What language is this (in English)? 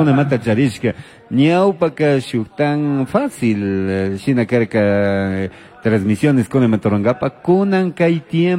Chimborazo Highland Quichua